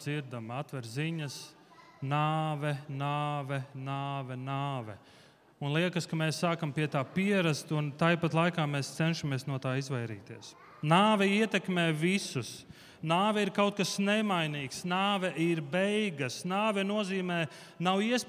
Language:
Latvian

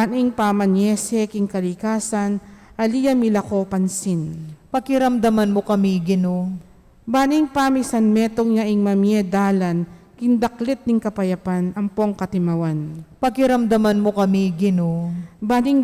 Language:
Pampanga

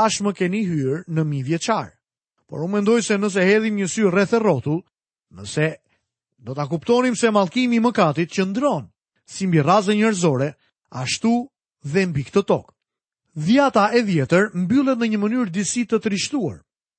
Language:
Albanian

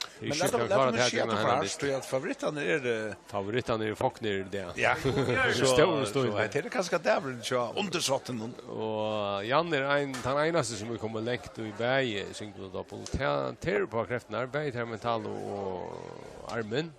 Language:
Faroese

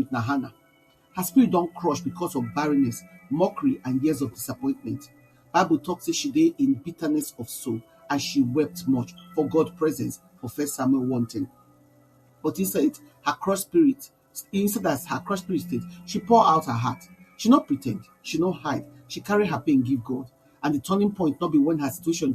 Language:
Nigerian Pidgin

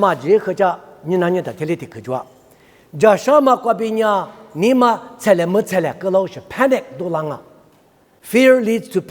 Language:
Lisu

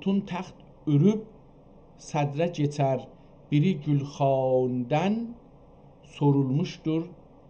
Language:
South Azerbaijani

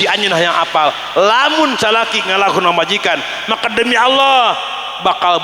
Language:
Sundanese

